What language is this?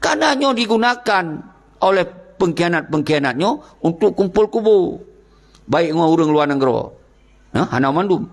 Achinese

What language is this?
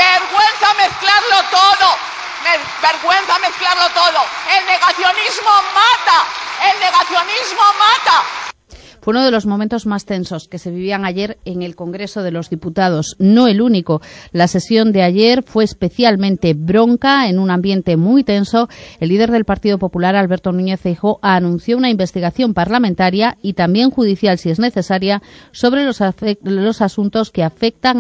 Spanish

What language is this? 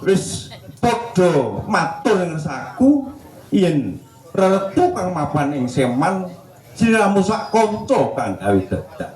Javanese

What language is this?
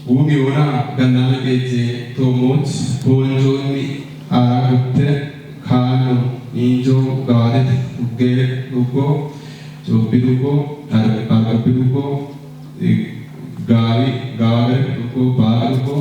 Kafa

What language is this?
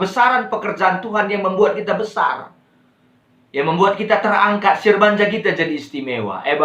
Batak Karo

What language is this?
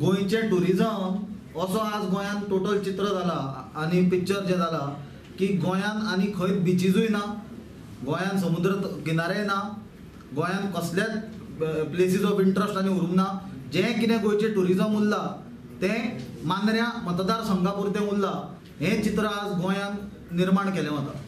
Konkani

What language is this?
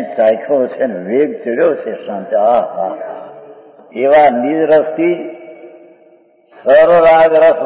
Gujarati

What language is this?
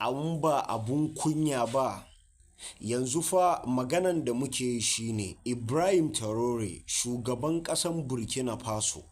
Hausa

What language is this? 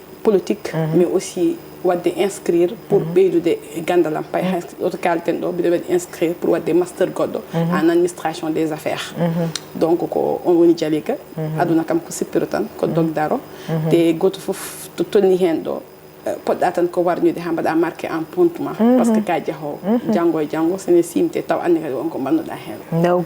Fula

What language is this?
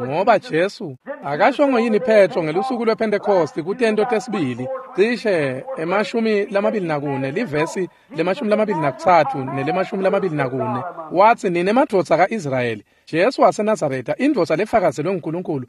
Swati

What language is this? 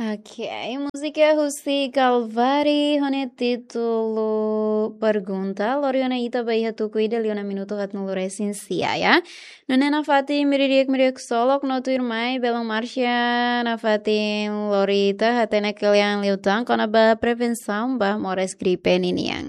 Tetum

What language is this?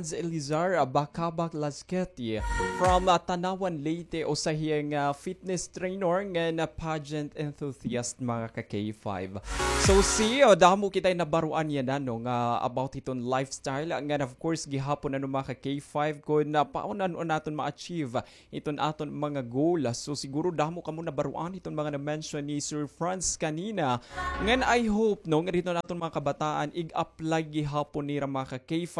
Waray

